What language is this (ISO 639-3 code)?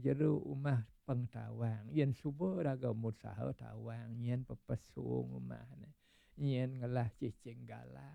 ban